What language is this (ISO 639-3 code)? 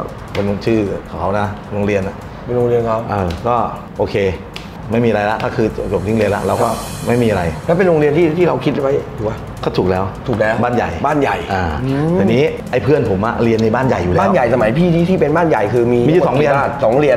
tha